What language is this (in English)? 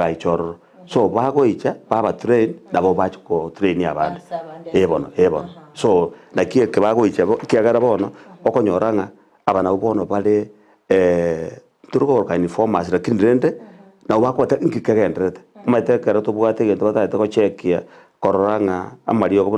Gusii